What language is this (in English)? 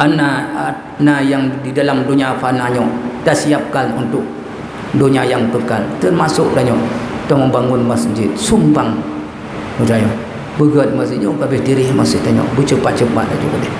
Achinese